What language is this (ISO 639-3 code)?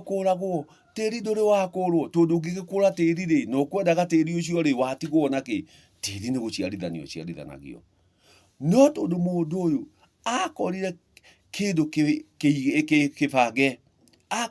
kik